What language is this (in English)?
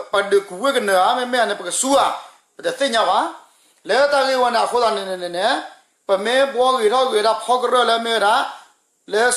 S'gaw Karen